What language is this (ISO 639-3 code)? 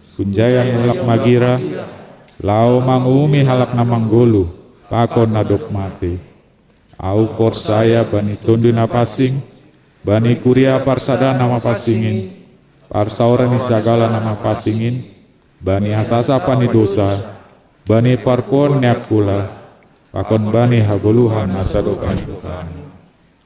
bts